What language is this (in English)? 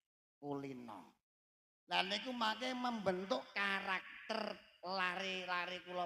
Javanese